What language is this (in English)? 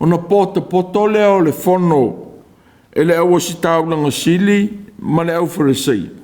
Samoan